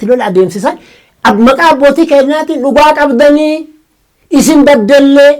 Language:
Oromo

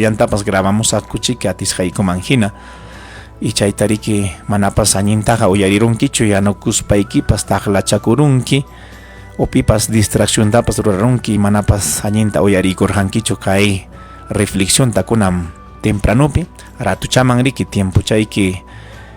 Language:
Ayacucho Quechua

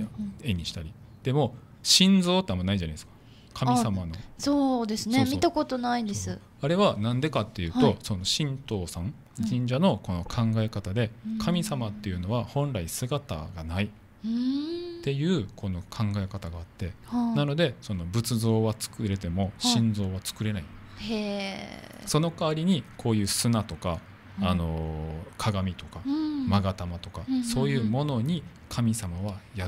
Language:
Japanese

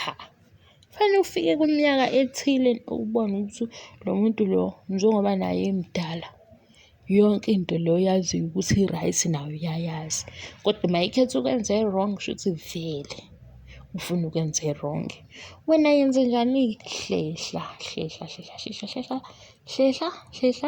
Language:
Zulu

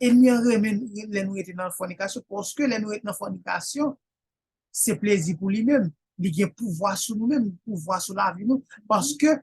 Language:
Haitian Creole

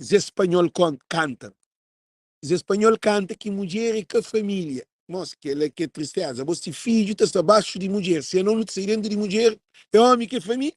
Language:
Kabuverdianu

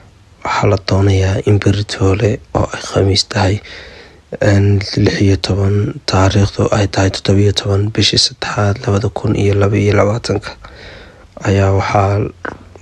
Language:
Somali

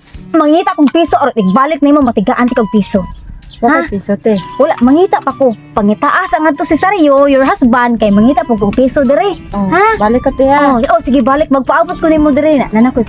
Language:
Cebuano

